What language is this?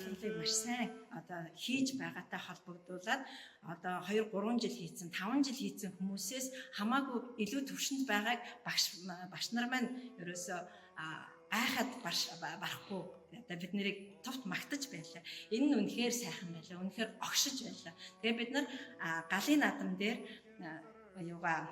Mongolian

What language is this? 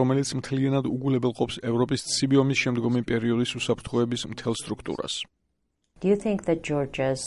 Georgian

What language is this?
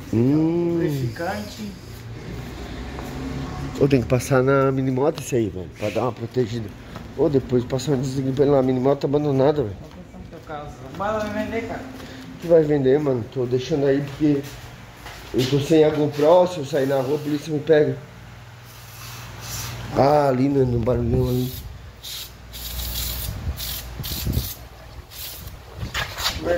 Portuguese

